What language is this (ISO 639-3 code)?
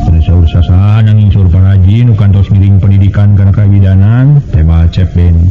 sun